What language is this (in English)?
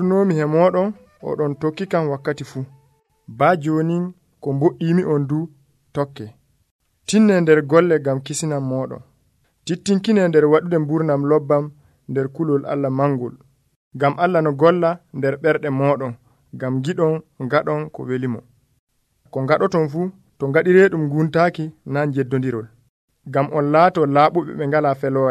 Nigerian Fulfulde